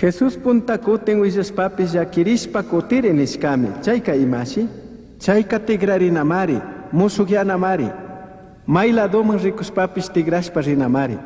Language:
Chimborazo Highland Quichua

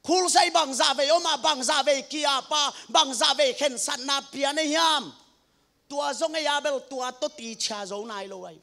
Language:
Tedim Chin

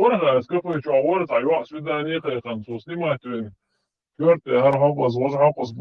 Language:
Chechen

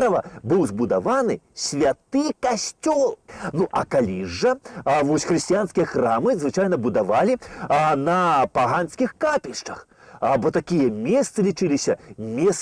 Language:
Belarusian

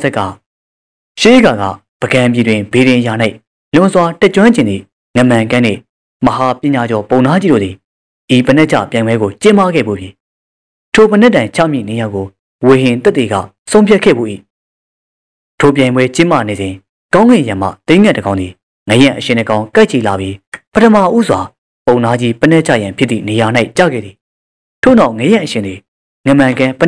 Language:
Burmese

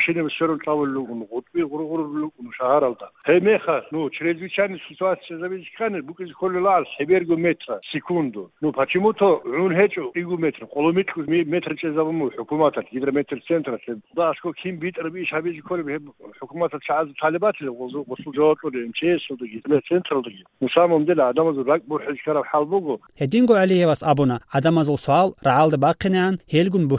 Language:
Avaric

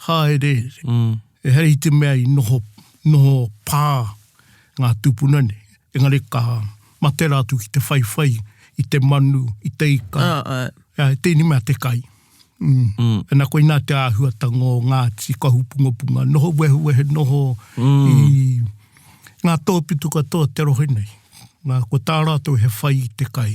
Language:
Māori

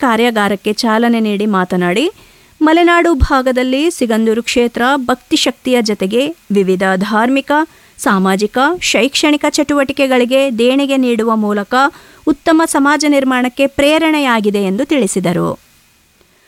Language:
Kannada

